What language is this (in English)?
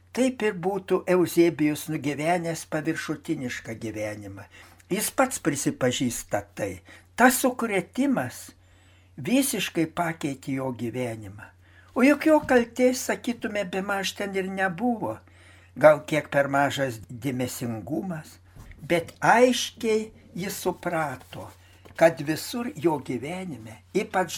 Lithuanian